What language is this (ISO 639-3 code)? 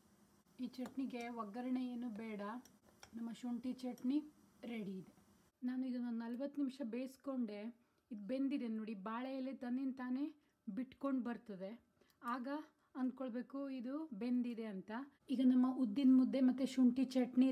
kan